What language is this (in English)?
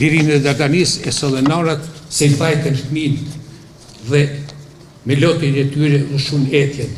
Albanian